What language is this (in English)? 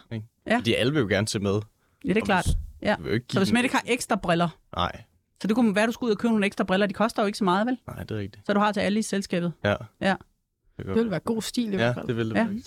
Danish